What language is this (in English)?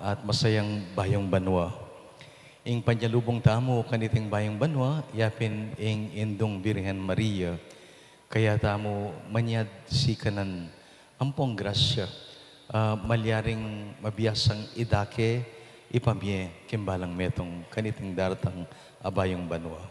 Pampanga